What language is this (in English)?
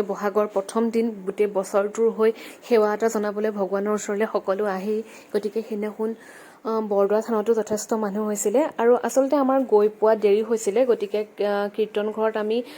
Assamese